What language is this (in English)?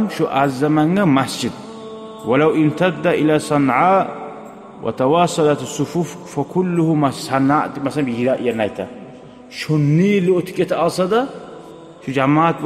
Kumyk